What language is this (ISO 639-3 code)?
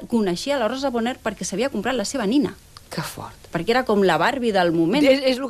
cat